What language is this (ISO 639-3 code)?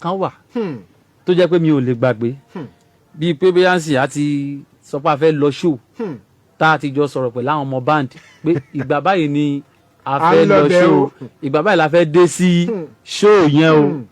yor